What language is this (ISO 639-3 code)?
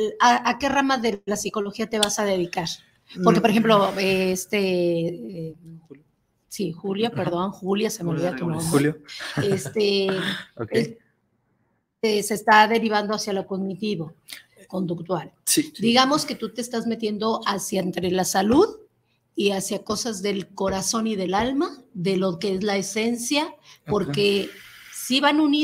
spa